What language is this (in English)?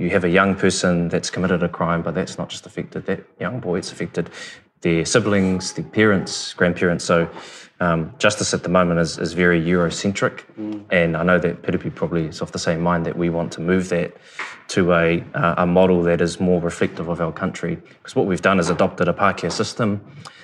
English